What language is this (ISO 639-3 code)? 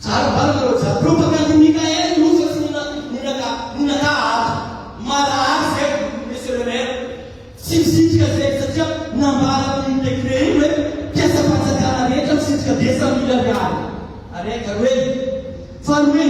mlg